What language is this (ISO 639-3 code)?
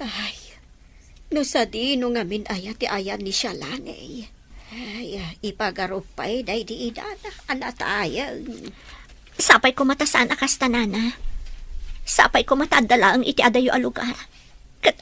ilo